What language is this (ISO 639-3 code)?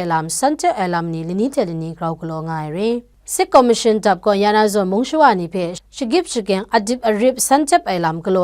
kac